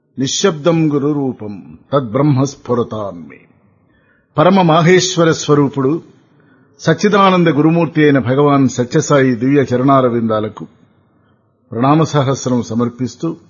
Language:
Telugu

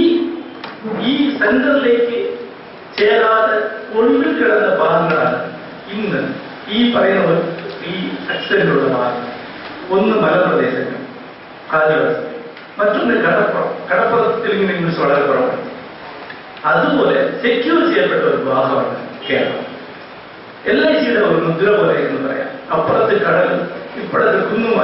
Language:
Malayalam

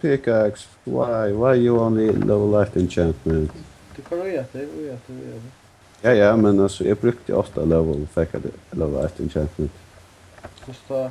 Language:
Faroese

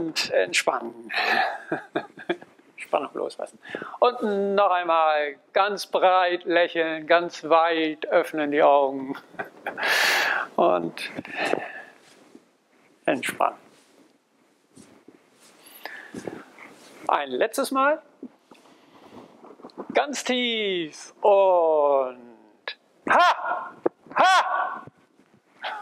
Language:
German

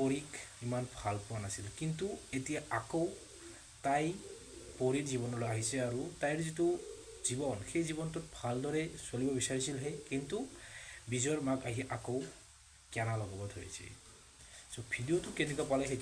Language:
Assamese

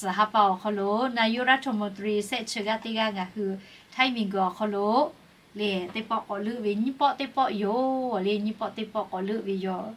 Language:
Lahu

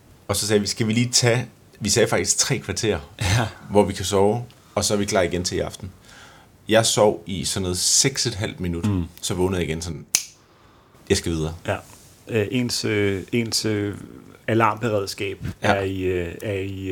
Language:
Danish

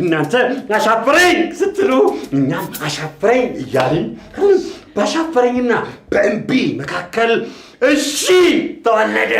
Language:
Amharic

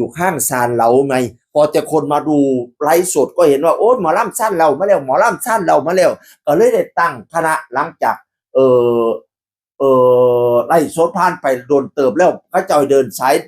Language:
Northeastern Thai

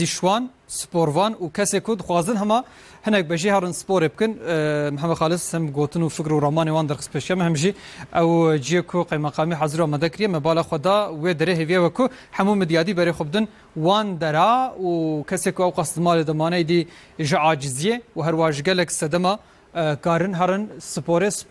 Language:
Kurdish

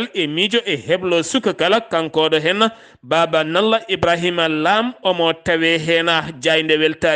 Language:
Fula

